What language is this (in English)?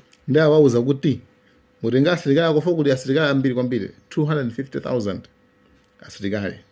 Nyanja